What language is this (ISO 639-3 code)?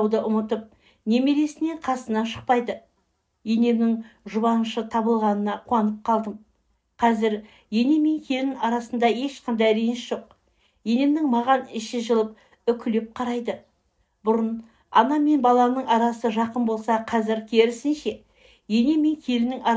kaz